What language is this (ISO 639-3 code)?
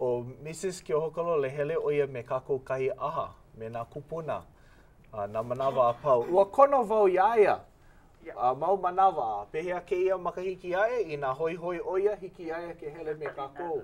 haw